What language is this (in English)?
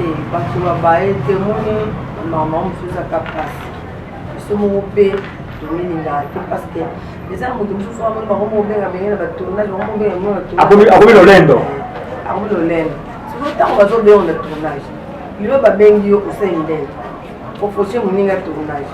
Lingala